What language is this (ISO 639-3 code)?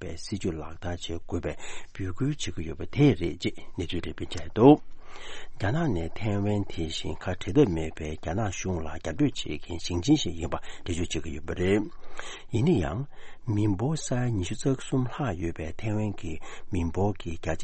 bod